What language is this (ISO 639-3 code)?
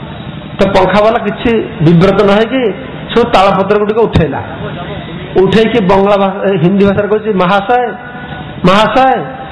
ori